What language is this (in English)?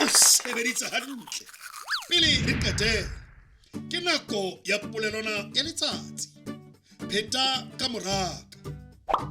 Southern Sotho